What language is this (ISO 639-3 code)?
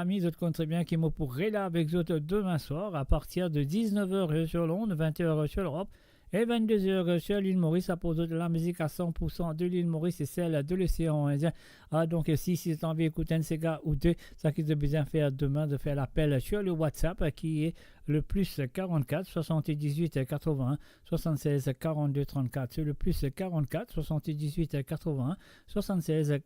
mfe